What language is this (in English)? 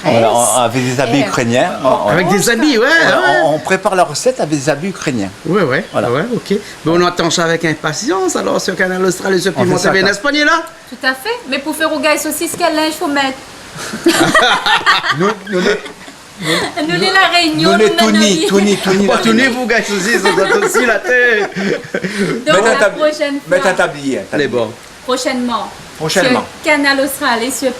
Réunion Creole French